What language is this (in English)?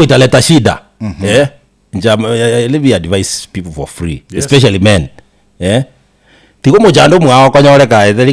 Gusii